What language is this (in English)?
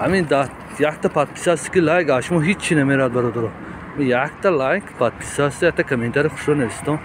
Tajik